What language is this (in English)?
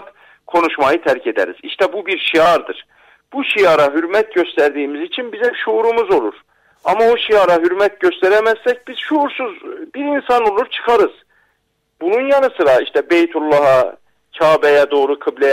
Turkish